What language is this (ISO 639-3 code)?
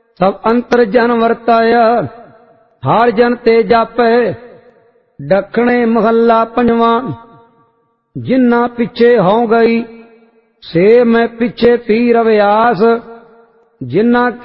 pan